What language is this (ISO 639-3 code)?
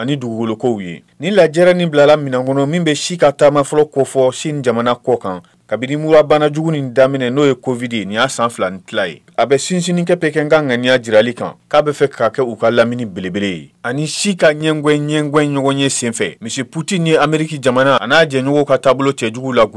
bam